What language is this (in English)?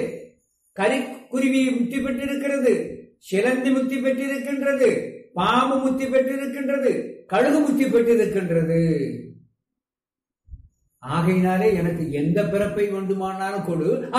Tamil